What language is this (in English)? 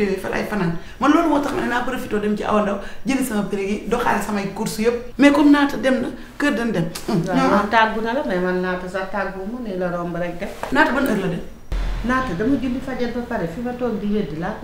Wolof